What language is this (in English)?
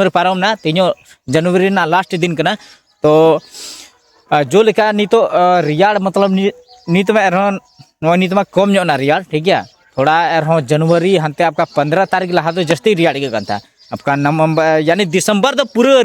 Santali